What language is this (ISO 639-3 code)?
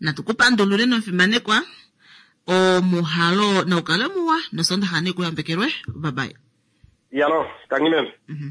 kua